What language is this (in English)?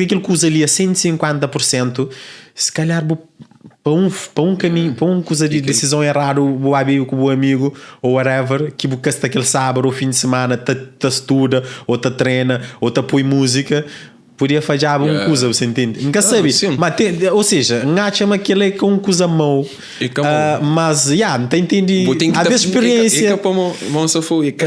Kabuverdianu